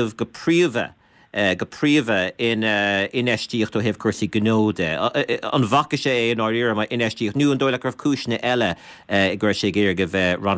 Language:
Irish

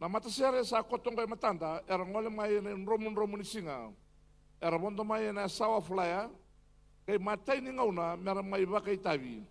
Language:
Fijian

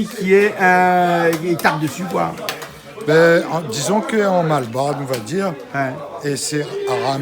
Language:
Réunion Creole French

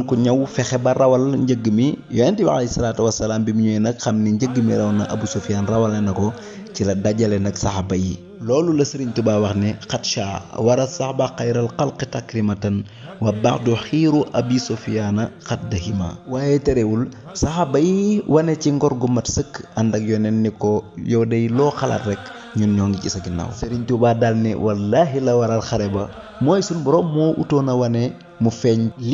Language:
Wolof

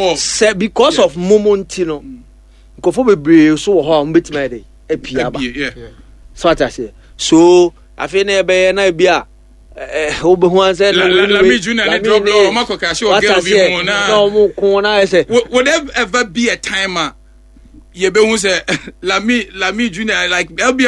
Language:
Akan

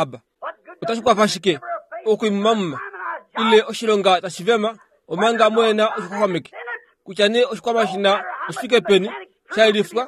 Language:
Kuanyama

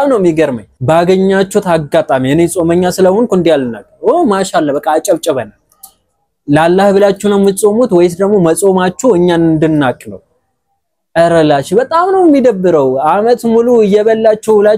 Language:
Amharic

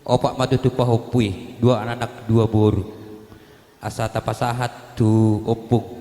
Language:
Batak Toba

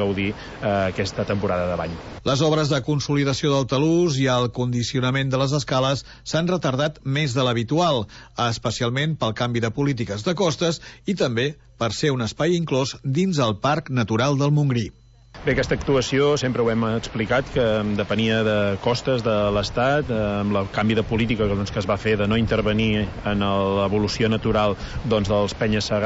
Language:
Catalan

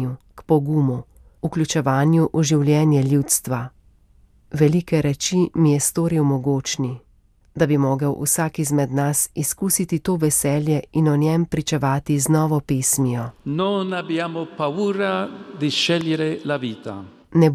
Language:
Slovenian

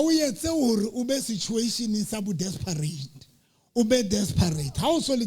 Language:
Southern Sotho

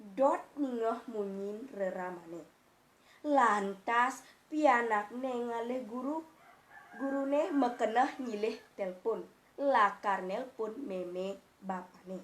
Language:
Balinese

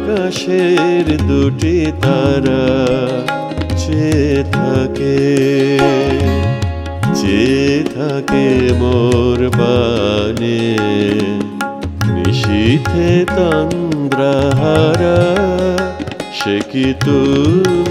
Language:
Bangla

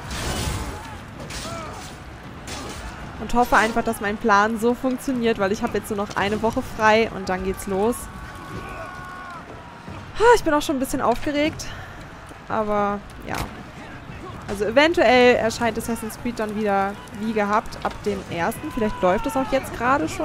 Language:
German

